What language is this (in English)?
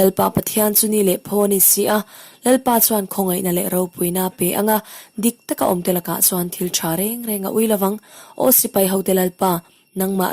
Mizo